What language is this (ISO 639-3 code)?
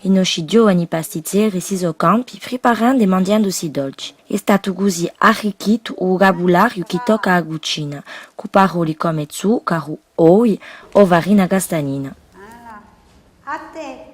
cos